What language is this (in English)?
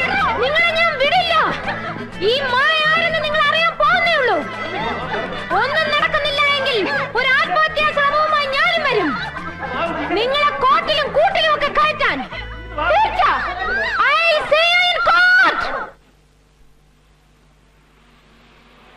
Malayalam